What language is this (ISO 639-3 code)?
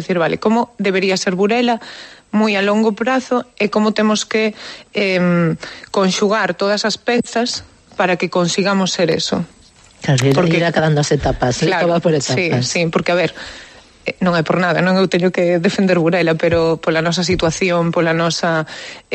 glg